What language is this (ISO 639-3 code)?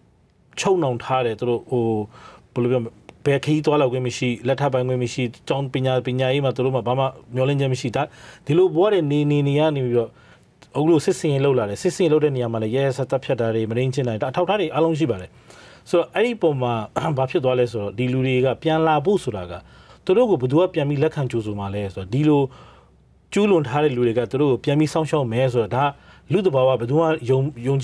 mya